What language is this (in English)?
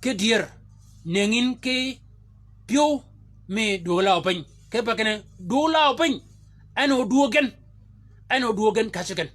Shilluk